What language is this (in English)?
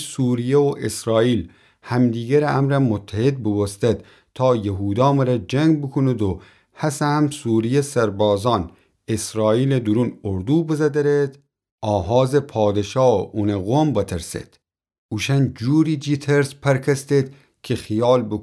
Gilaki